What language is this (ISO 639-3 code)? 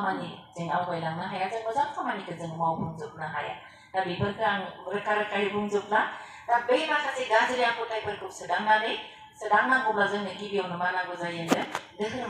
brx